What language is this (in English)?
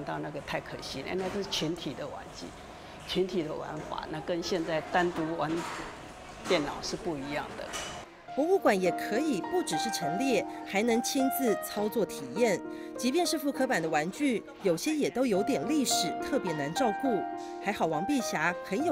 Chinese